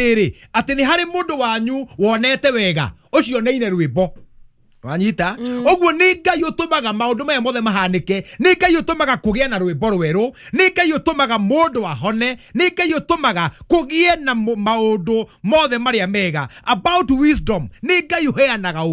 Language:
Kikuyu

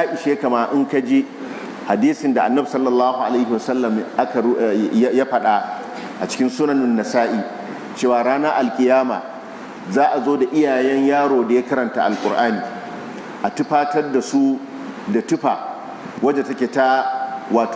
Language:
Hausa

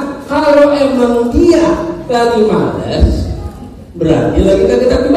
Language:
Betawi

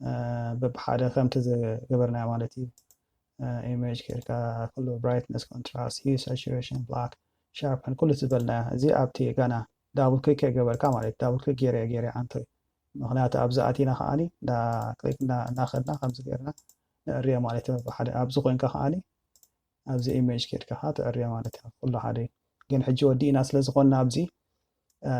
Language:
Tigrinya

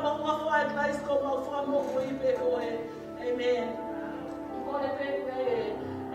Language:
Tongan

